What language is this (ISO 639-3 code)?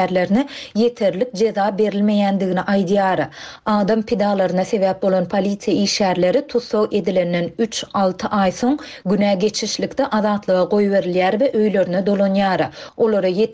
tuk